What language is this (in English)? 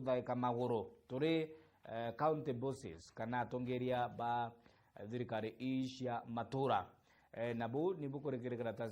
Meru